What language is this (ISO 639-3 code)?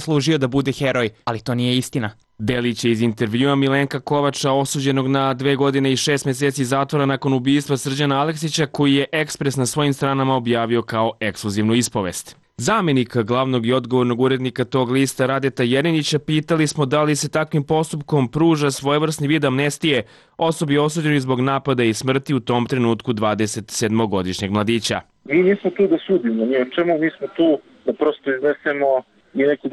srp